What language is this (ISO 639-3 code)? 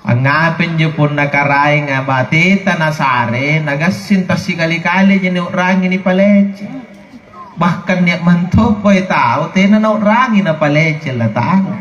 mak